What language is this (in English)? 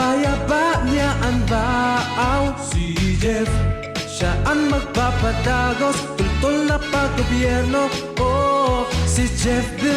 Bikol